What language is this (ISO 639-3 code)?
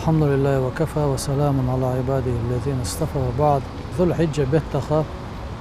che